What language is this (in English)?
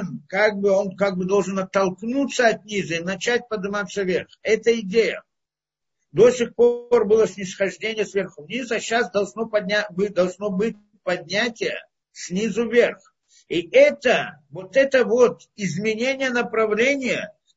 Russian